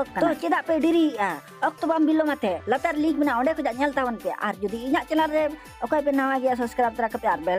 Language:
Santali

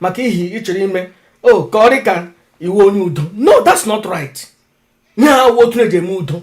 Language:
Igbo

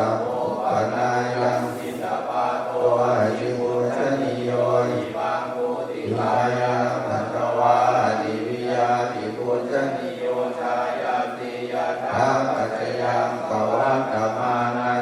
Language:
Pali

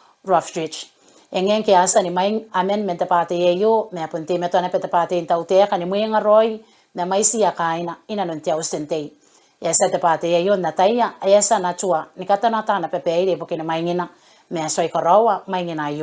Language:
Gilbertese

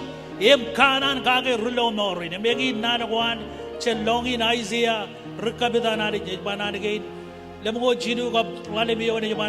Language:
Marshallese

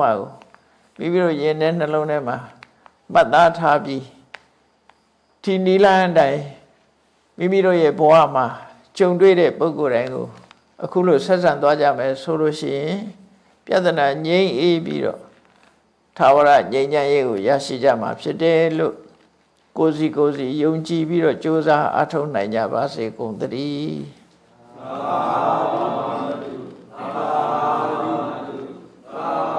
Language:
Burmese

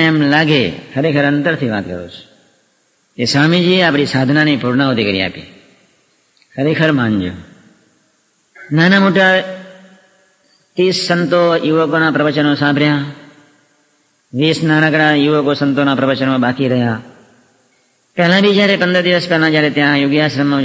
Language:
Gujarati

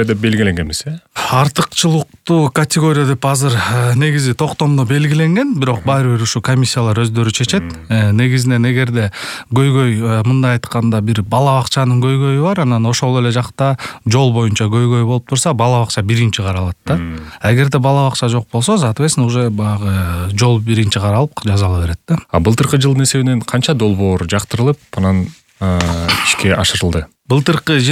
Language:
Kyrgyz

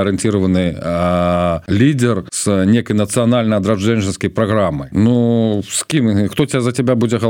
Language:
Belarusian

